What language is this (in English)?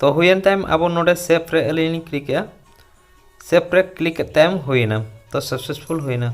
Santali